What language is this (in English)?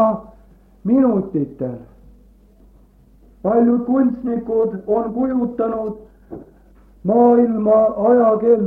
Estonian